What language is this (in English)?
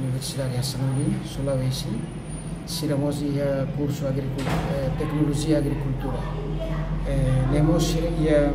Tetum